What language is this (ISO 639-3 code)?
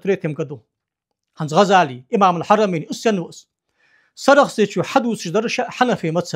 inh